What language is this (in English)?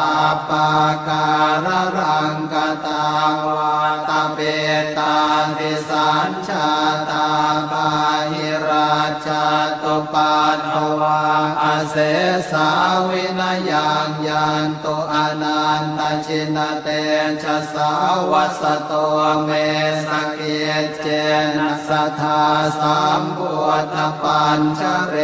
Pali